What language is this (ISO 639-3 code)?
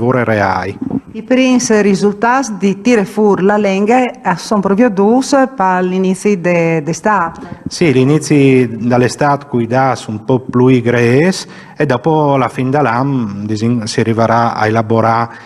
fur